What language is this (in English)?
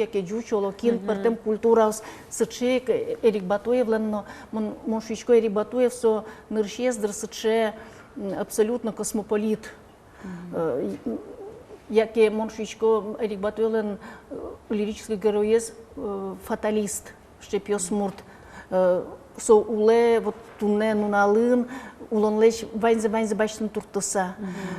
Udmurt